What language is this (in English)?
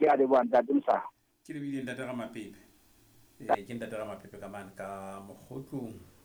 Southern Sotho